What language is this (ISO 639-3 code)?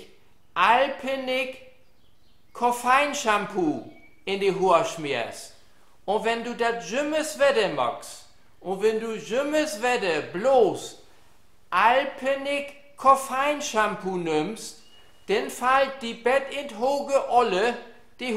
nds